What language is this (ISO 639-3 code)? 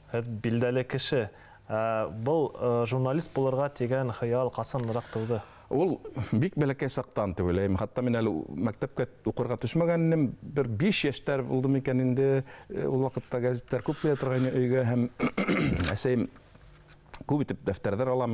bak